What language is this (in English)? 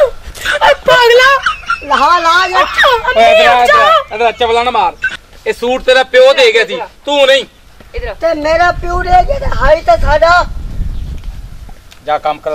Punjabi